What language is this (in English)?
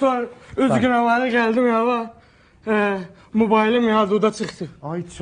South Azerbaijani